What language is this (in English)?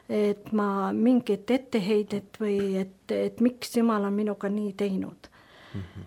Estonian